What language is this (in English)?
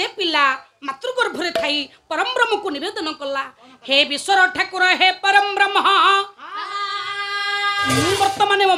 Odia